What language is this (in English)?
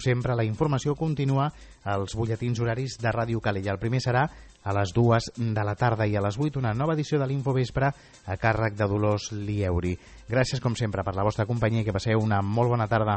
Catalan